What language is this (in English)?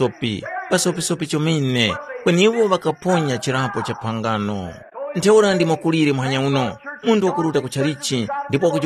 Tumbuka